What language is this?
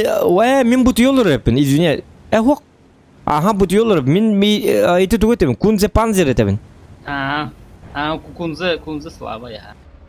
Yakut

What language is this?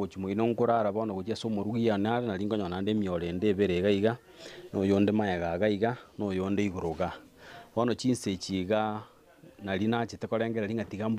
Gusii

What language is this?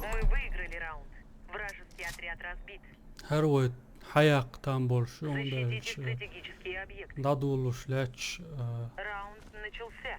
Chechen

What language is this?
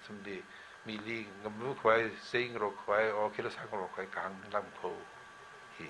Tangkhul Naga (India)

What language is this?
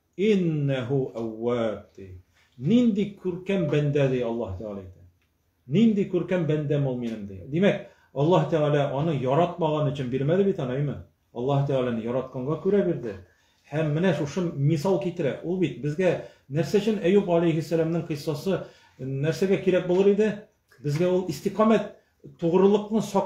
Tatar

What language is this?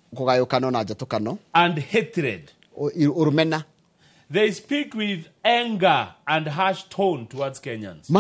Kikuyu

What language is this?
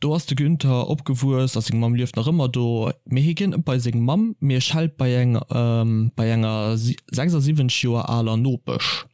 Luxembourgish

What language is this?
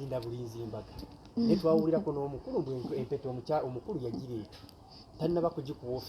Ganda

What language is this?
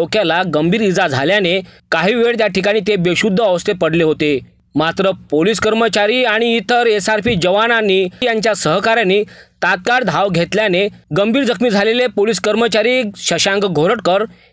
Marathi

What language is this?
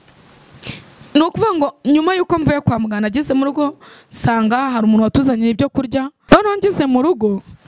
Kinyarwanda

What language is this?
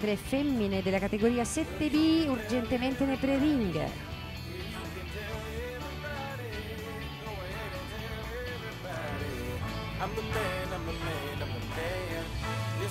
Italian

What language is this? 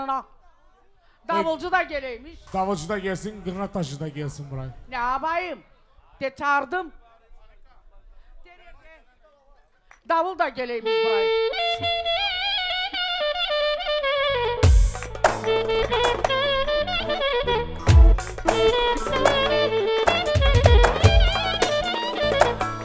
Turkish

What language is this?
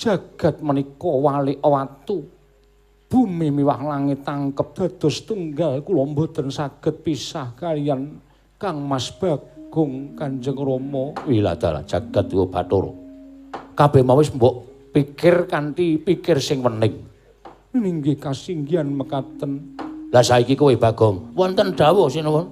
Javanese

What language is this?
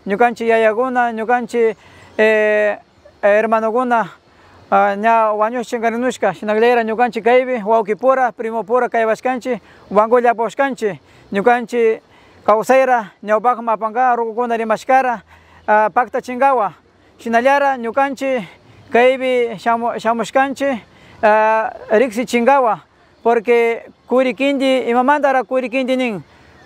Napo Lowland Quechua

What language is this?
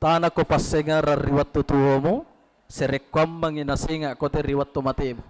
Buginese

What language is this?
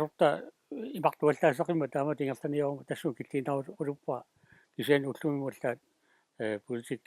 Kalaallisut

